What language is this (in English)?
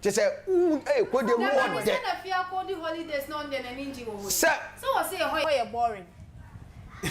Akan